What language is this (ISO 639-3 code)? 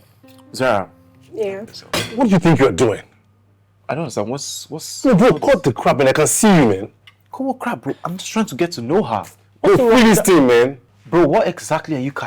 pcm